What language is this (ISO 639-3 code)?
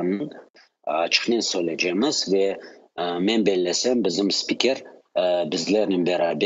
crh